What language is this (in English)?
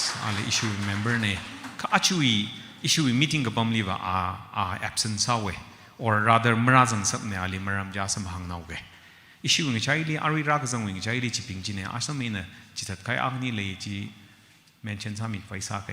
Tangkhul Naga (India)